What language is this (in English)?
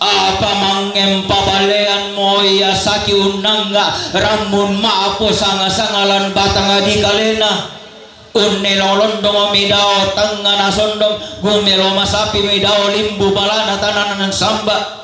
Toraja-Sa'dan